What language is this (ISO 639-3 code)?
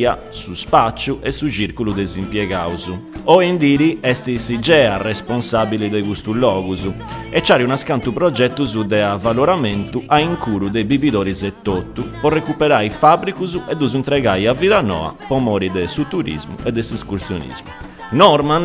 srd